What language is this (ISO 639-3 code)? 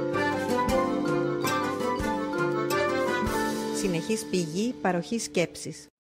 ell